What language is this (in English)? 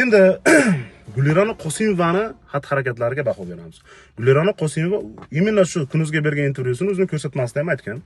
Uzbek